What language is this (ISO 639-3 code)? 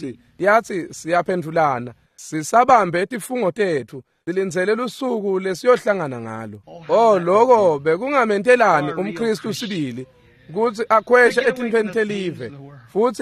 ssw